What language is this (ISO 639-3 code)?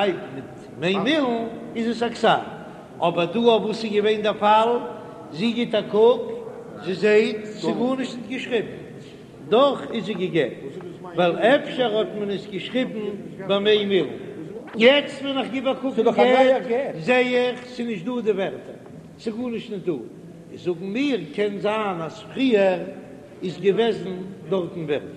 yid